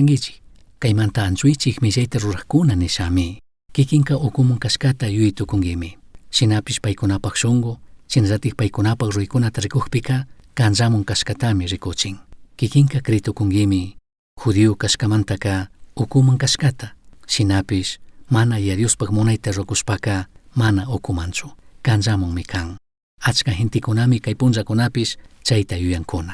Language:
Chimborazo Highland Quichua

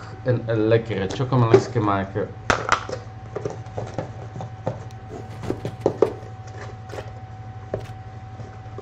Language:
Dutch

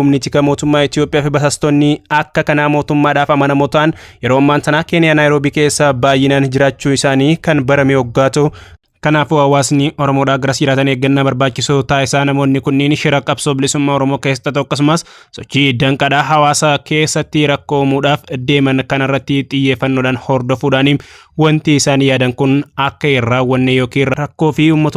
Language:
Oromo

